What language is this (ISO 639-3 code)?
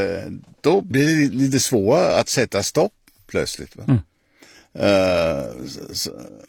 swe